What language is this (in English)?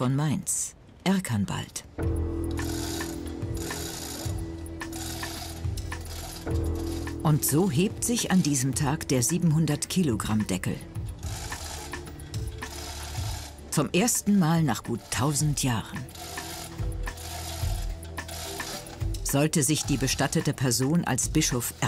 German